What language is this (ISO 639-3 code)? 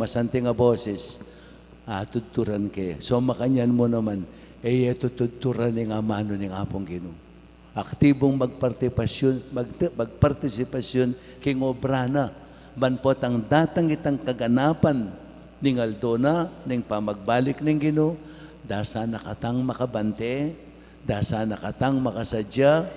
pam